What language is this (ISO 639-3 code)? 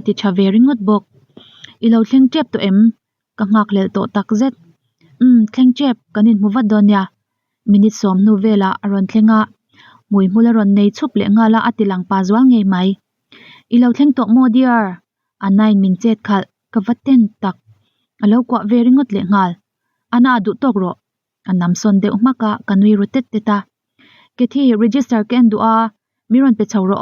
lus